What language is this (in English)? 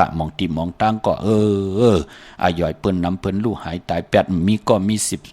Shan